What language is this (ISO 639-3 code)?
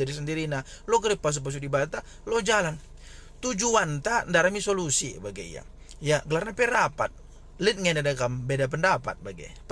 btx